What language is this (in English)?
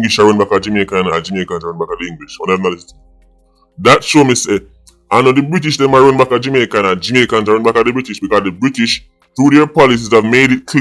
Jamaican Creole English